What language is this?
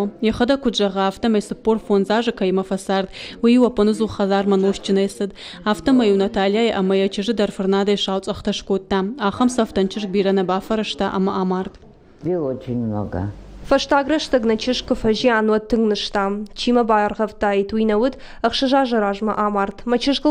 Ossetic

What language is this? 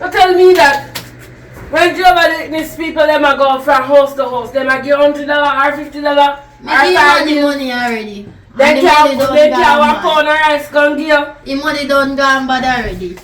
Jamaican Creole English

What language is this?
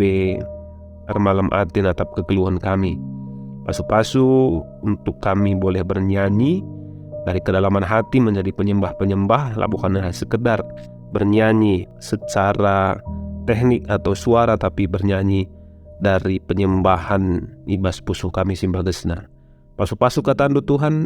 Batak Karo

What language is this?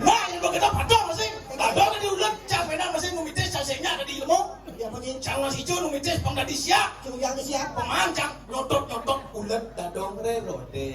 Balinese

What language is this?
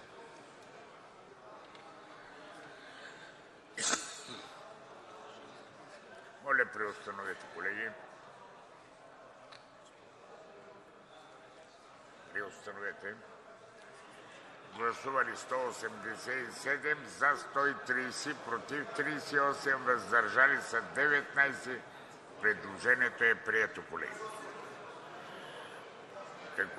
Bulgarian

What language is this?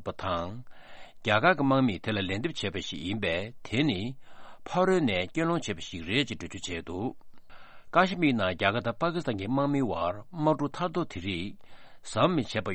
Tibetan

